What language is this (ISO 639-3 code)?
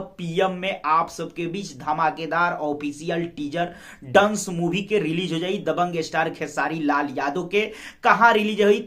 bho